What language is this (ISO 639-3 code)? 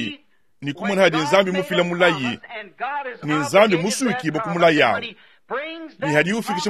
lua